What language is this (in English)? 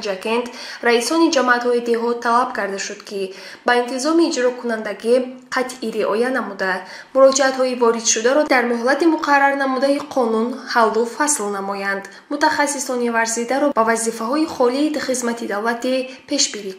Tajik